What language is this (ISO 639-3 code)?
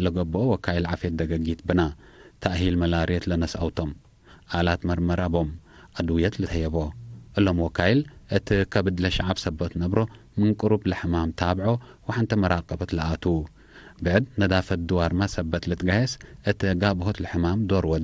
tig